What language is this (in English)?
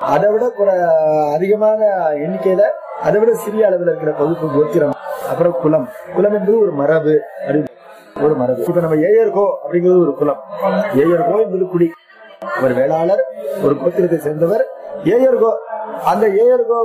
Tamil